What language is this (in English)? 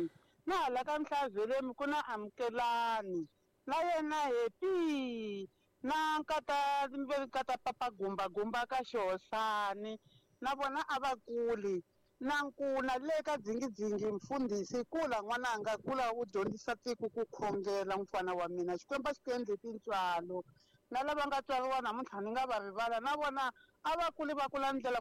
Tsonga